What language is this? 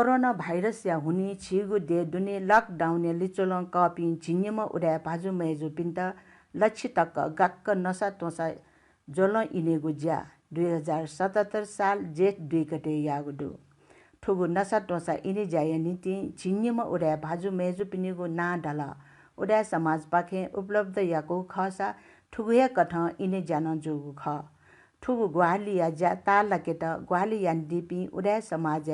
Newari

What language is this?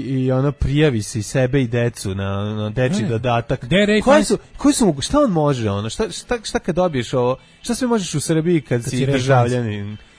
Serbian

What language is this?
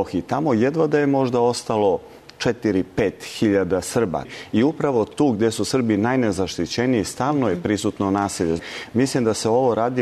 Serbian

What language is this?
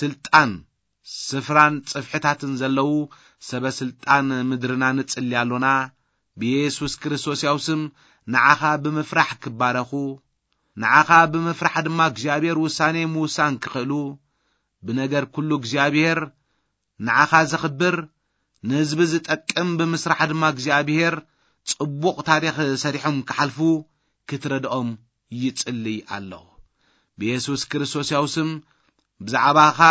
Tigrinya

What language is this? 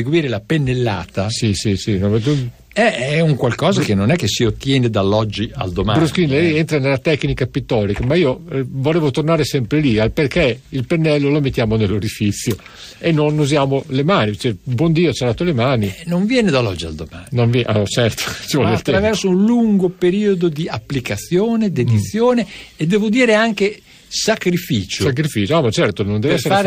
Italian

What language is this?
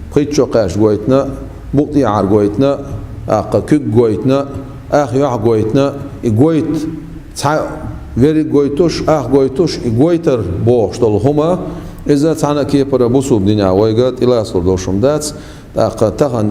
Chechen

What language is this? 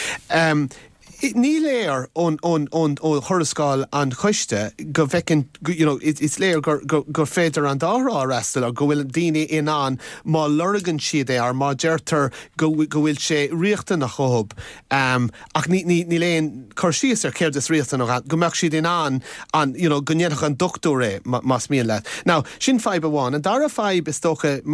Irish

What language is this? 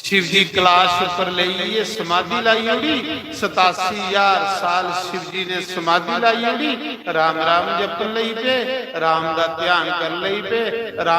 Dogri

